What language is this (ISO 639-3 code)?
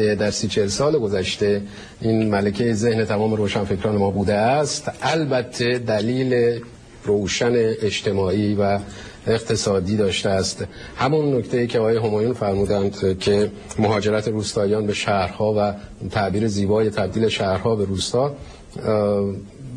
fas